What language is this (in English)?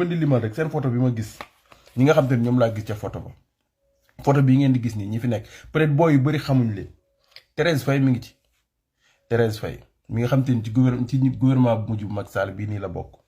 Wolof